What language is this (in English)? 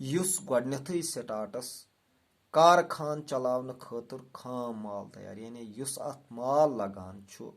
Kashmiri